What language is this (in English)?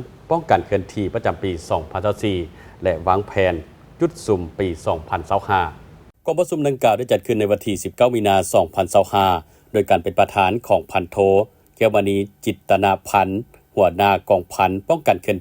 Lao